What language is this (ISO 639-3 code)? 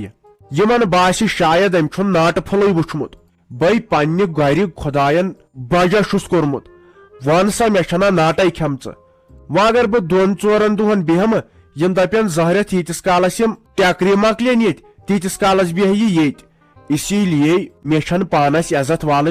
kas